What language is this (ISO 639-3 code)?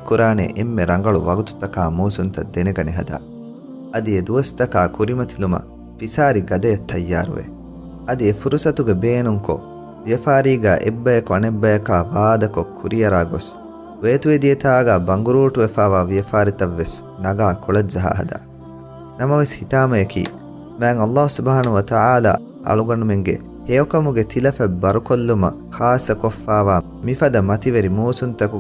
div